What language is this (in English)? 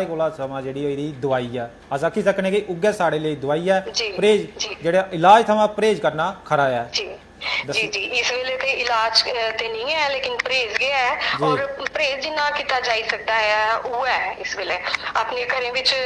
Dogri